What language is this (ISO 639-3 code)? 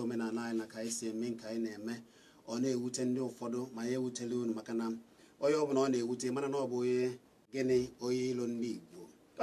ibo